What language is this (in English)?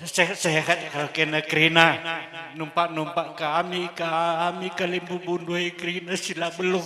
Batak Karo